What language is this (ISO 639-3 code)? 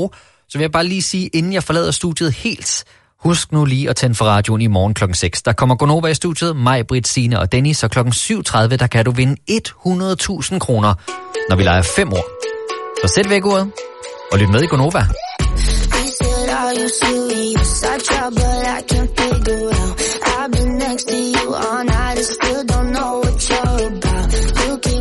dan